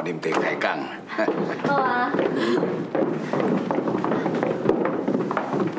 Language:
Min Nan Chinese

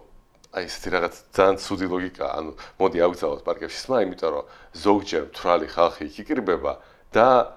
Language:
Georgian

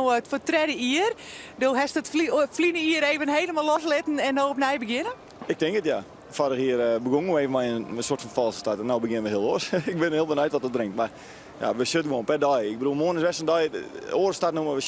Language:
Western Frisian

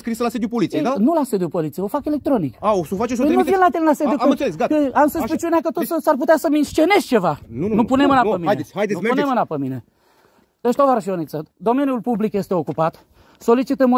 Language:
Romanian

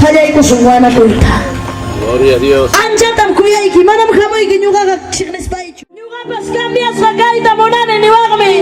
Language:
Ayacucho Quechua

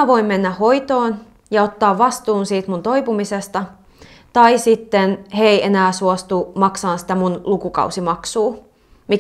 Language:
Finnish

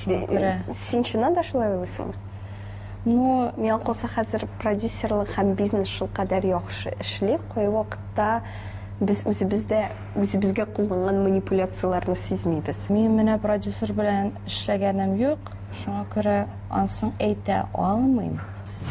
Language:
Tatar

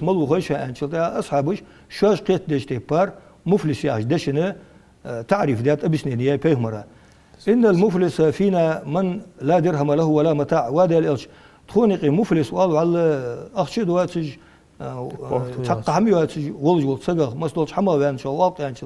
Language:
Ingush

